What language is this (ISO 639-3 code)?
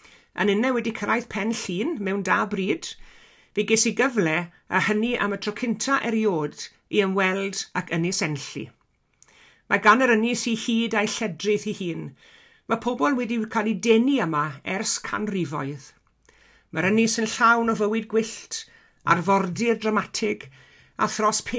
cym